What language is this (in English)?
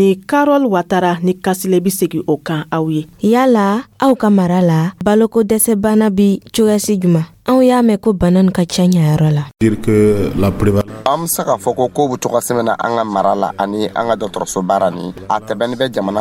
Dyula